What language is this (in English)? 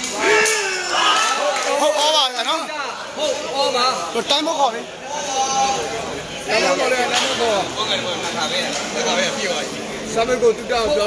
Burmese